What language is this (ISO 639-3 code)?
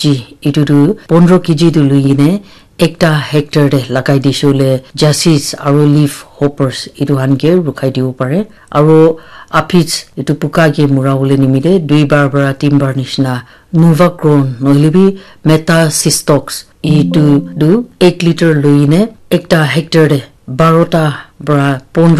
nag